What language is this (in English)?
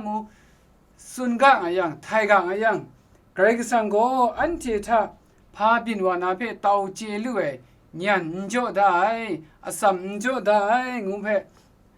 Kachin